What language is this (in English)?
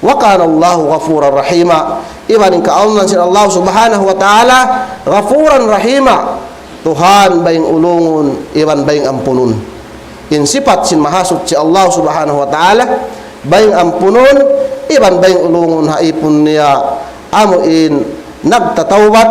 Tausug